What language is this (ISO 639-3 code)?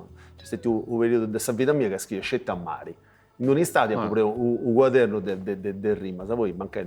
srd